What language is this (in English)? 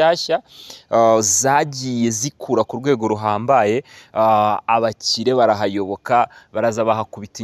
Kinyarwanda